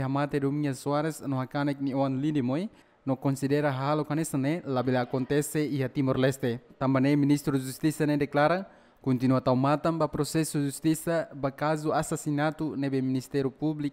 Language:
Tetum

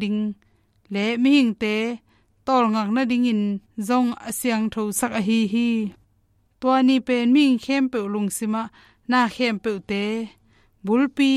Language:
Tedim Chin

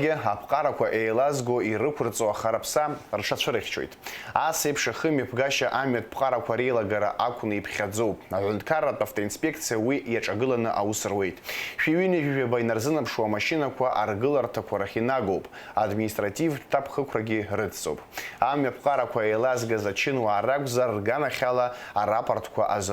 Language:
Abkhazian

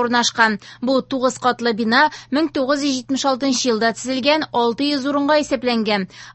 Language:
Tatar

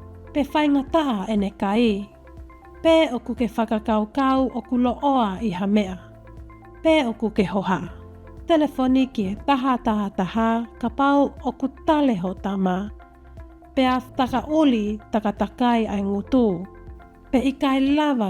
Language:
Tongan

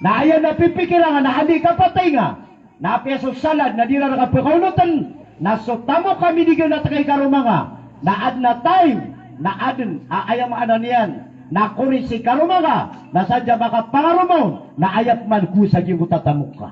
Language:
Maranao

